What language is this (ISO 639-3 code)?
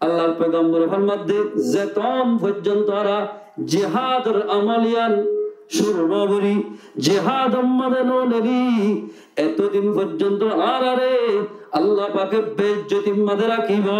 rhg